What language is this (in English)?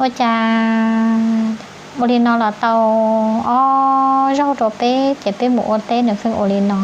Hmong